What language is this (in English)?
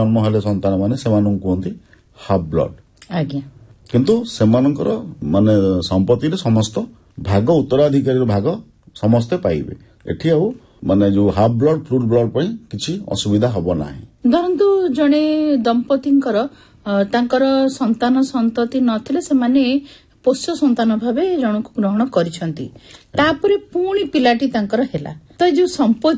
Odia